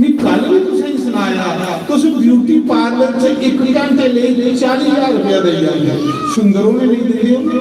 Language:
Dogri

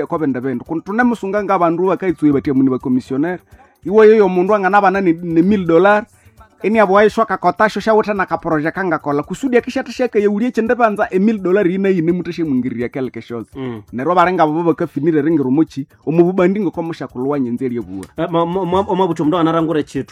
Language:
Nande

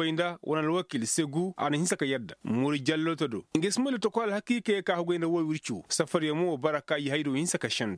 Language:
Koyraboro Senni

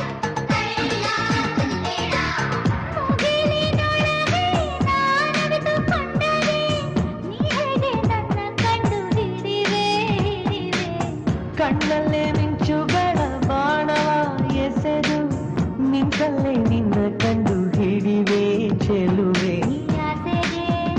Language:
Kannada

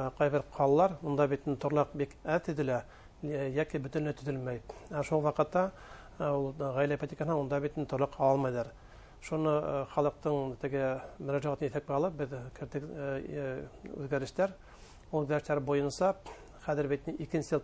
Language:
Bashkir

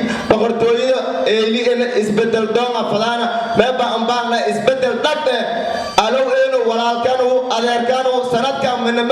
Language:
Somali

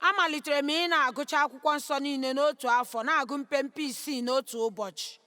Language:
Igbo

